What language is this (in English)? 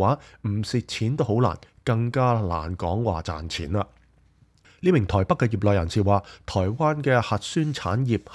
Cantonese